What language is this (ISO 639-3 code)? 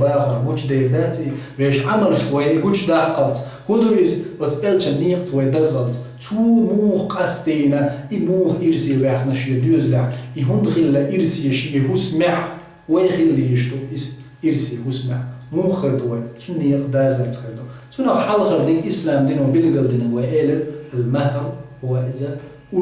che